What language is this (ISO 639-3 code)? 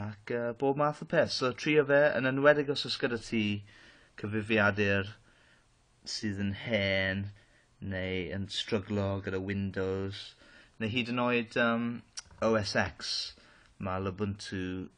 cym